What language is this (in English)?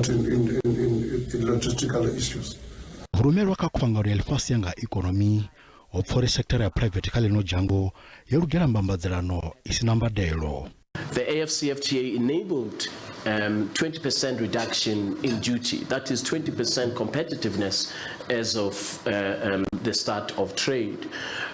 Venda